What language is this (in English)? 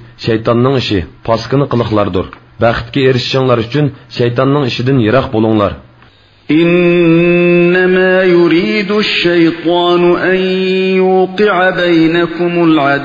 Uyghur